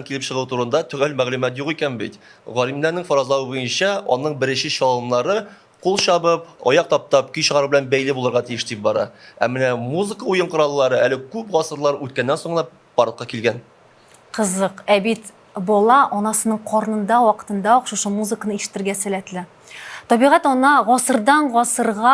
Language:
Tatar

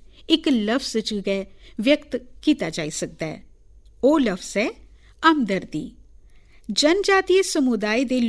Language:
Dogri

